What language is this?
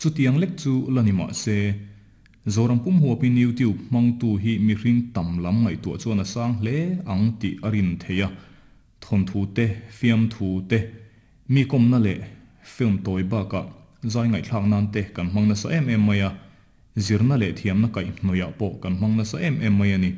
Mizo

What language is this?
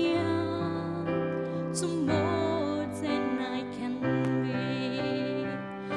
Nias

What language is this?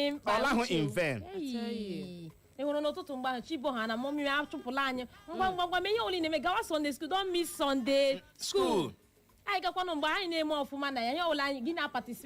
Igbo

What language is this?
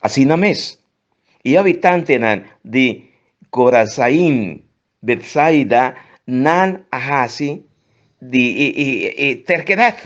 Papiamento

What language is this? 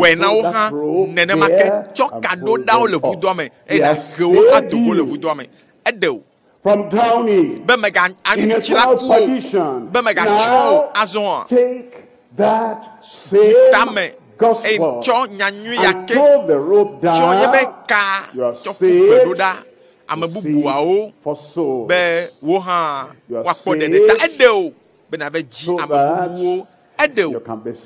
Ewe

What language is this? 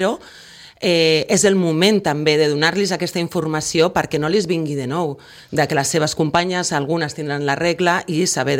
Catalan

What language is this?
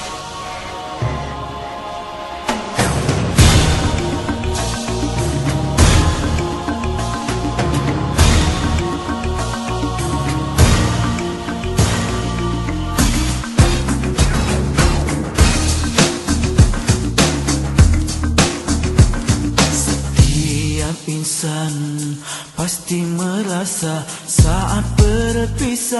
Malay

